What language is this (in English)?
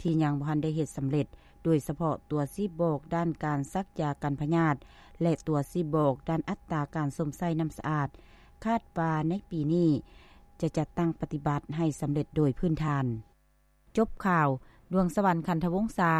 Lao